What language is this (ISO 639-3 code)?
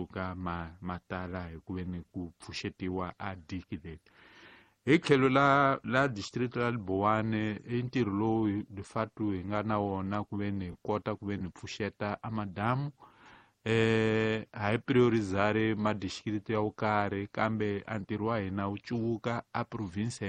tso